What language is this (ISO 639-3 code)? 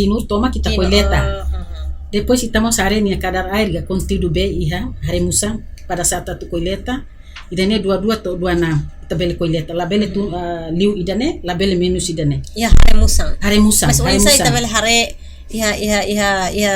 tet